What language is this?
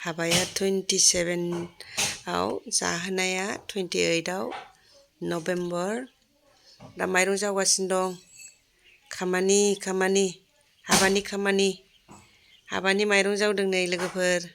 Bodo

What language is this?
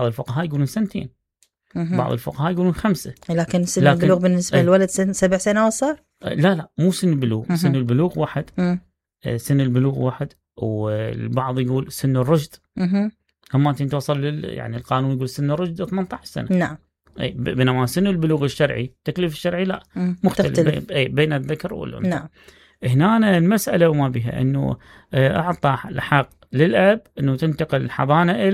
Mesopotamian Arabic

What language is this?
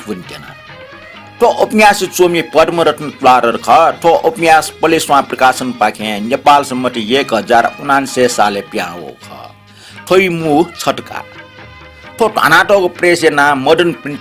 Newari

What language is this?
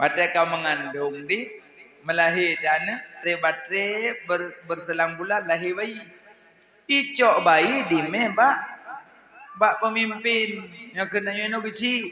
Achinese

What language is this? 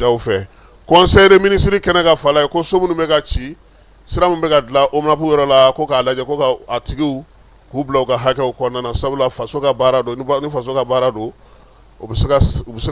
Bambara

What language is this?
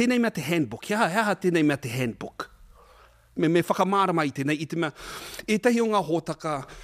Māori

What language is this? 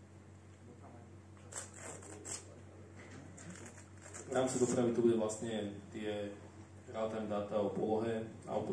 Slovak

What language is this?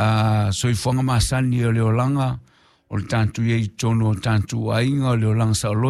Samoan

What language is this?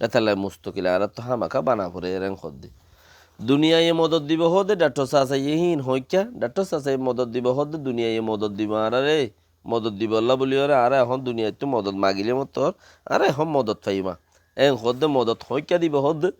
Rohingya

